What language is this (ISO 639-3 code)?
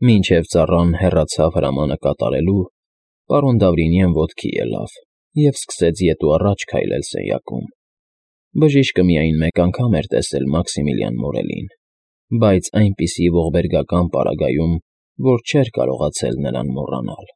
hye